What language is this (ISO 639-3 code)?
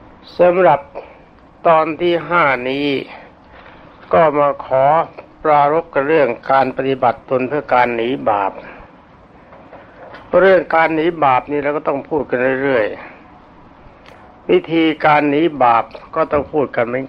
tha